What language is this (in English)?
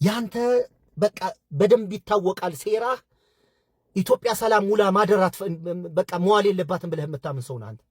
Amharic